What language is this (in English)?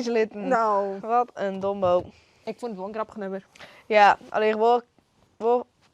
Western Frisian